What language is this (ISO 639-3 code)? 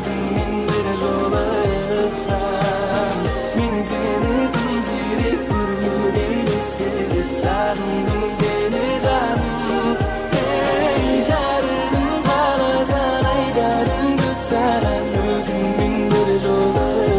kaa